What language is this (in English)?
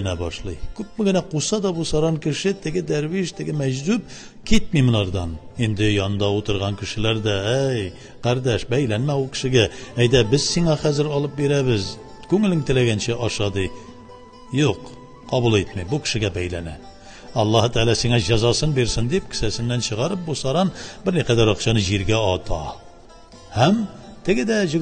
Tatar